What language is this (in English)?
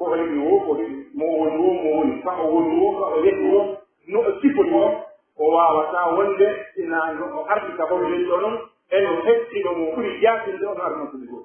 Pular